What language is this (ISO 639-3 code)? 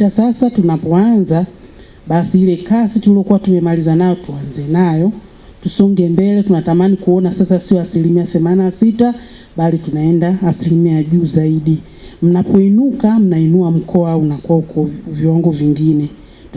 swa